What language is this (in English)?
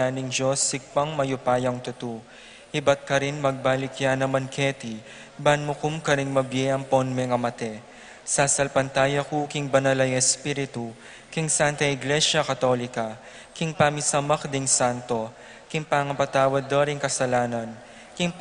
Pampanga